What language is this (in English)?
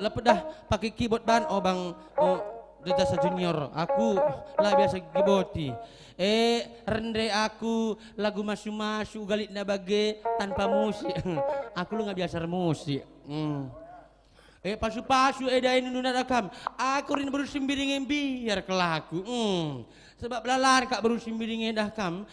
Batak Karo